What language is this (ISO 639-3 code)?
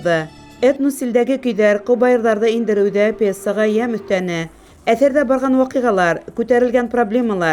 bak